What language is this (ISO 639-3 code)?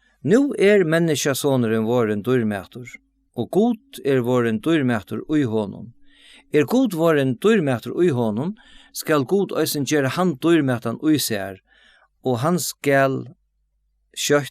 fao